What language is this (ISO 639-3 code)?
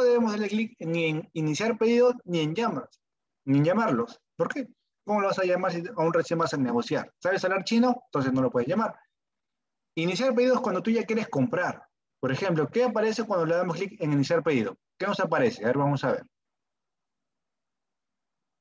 spa